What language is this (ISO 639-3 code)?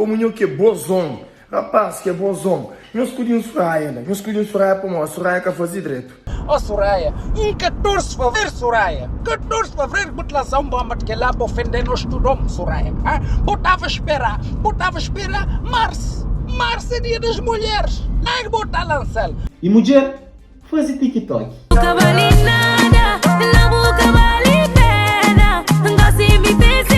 kea